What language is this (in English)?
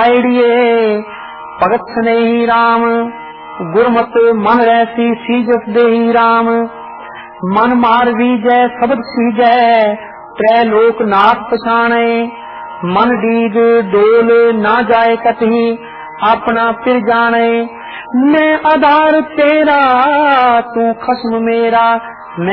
Punjabi